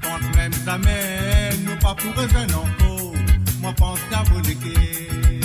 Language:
Morisyen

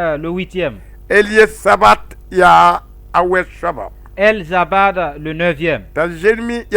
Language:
Mossi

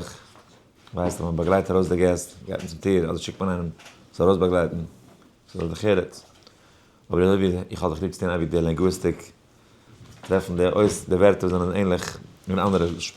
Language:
Yiddish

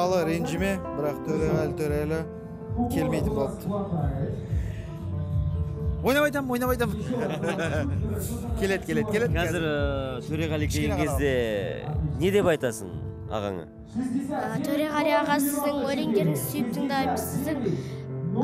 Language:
Kazakh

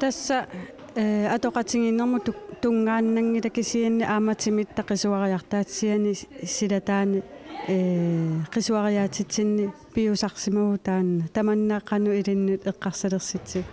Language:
Kalaallisut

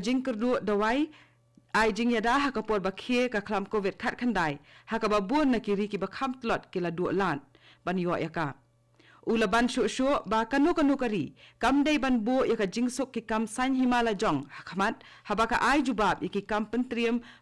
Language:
Khasi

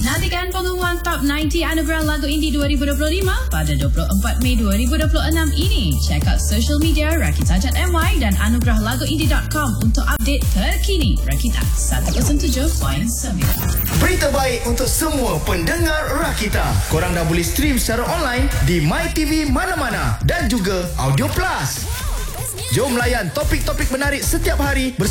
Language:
Malay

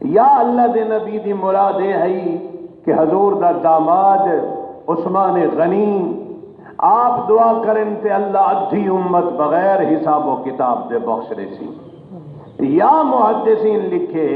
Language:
Saraiki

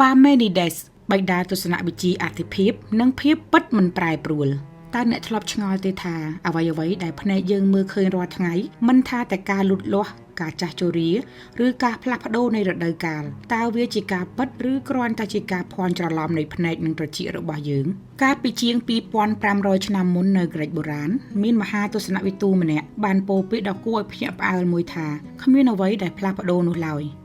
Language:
Khmer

